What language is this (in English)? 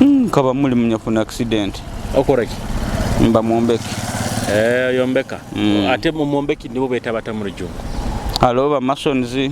Nyoro